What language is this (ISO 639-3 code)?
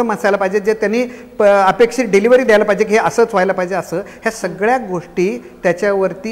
mar